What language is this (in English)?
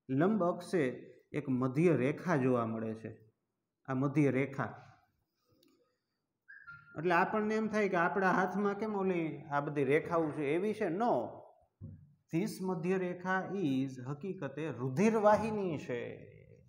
Gujarati